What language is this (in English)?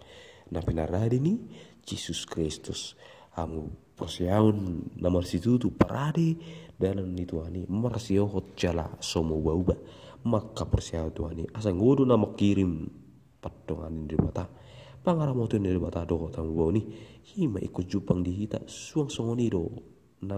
Batak Toba